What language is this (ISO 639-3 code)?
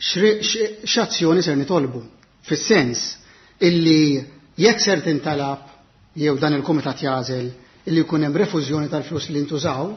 mlt